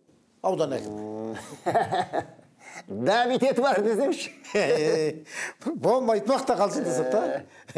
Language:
Kazakh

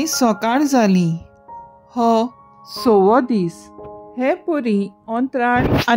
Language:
Konkani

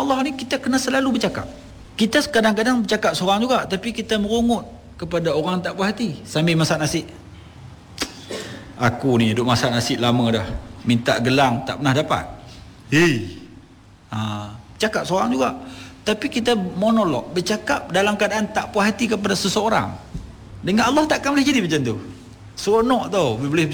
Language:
Malay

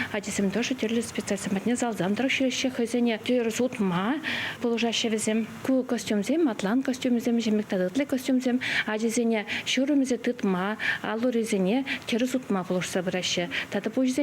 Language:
Chuvash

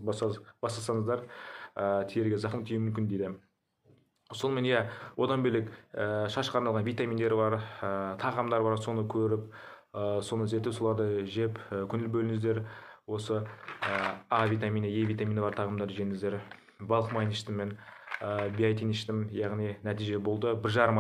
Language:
Kazakh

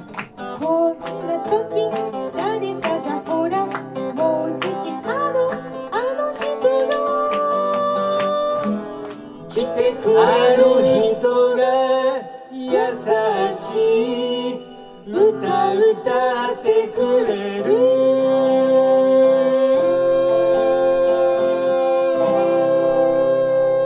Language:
Japanese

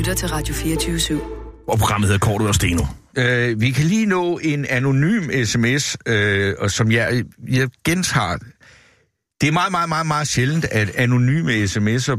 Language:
Danish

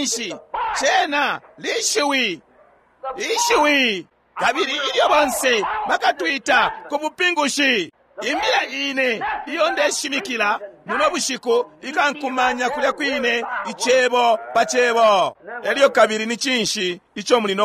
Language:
Bemba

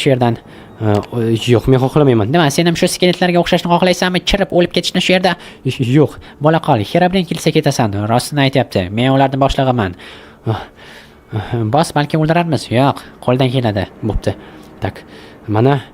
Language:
Uzbek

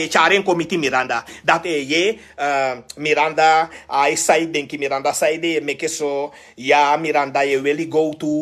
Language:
Sranan Tongo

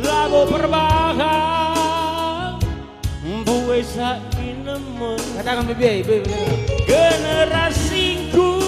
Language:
Batak Karo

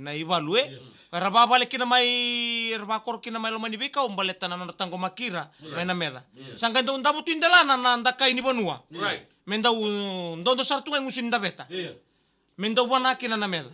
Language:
Fijian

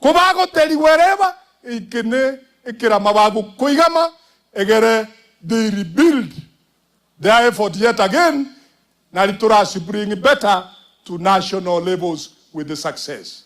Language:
Gusii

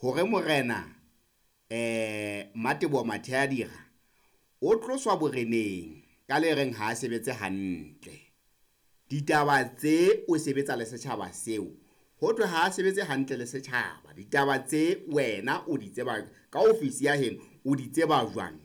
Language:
Southern Sotho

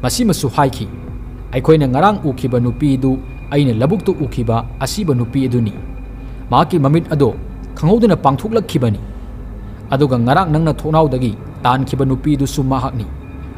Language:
Manipuri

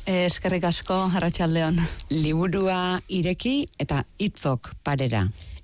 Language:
Basque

